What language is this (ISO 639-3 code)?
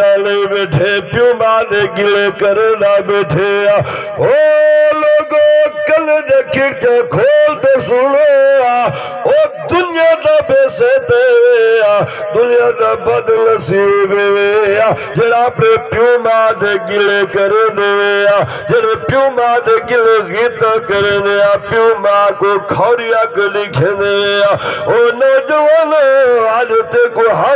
skr